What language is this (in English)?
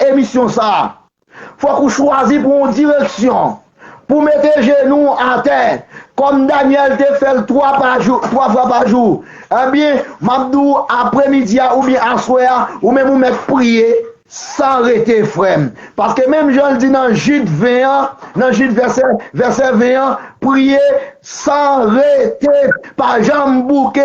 Haitian Creole